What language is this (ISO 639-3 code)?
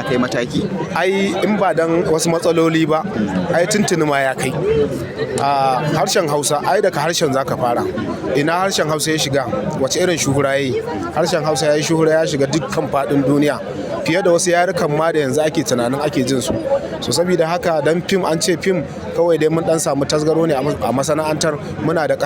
hau